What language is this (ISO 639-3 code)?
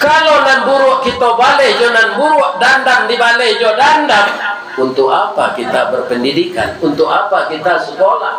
min